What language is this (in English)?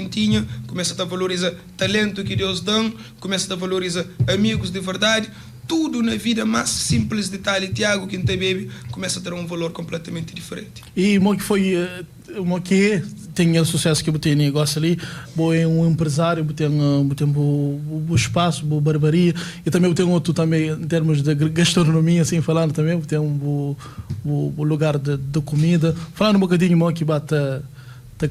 Kabuverdianu